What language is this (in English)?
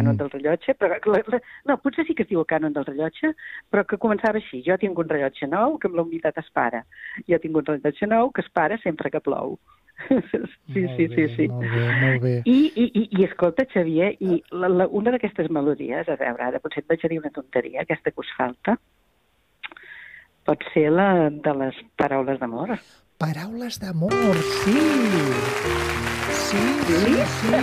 Catalan